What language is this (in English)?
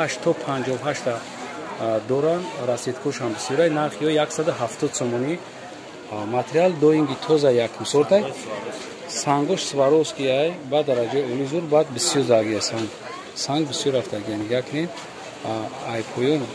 Tajik